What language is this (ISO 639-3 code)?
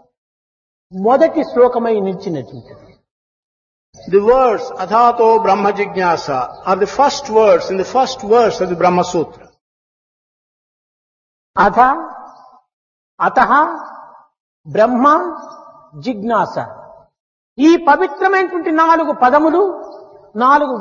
tel